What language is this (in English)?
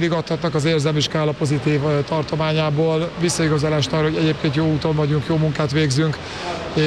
Hungarian